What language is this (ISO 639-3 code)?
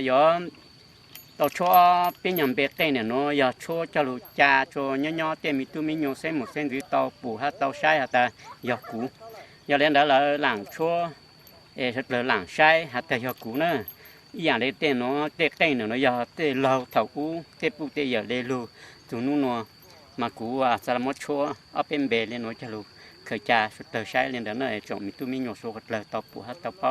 hmn